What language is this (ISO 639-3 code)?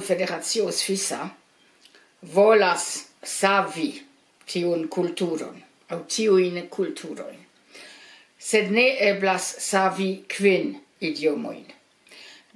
epo